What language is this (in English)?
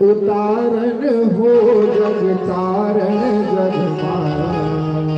Chhattisgarhi